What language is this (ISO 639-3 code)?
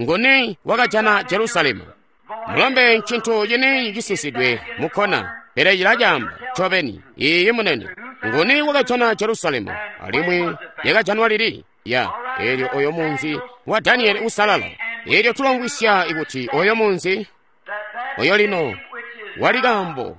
toi